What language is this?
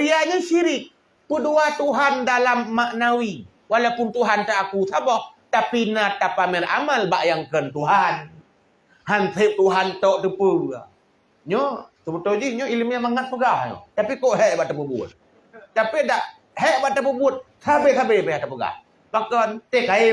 Achinese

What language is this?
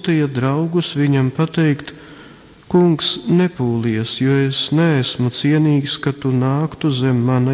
Latvian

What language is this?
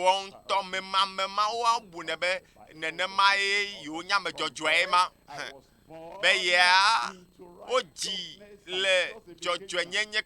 Ewe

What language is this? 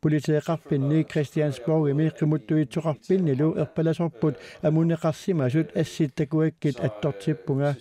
Kalaallisut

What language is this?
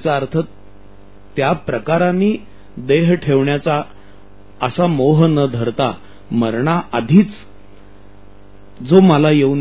Marathi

